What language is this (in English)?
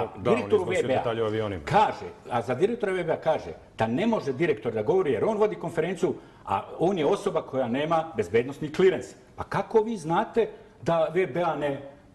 Serbian